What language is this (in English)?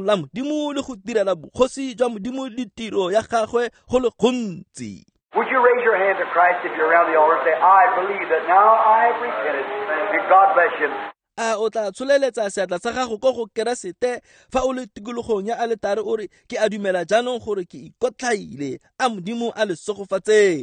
Tswana